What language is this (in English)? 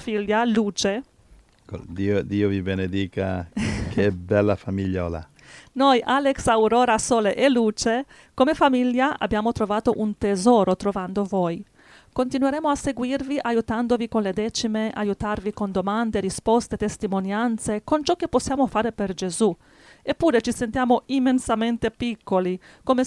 Italian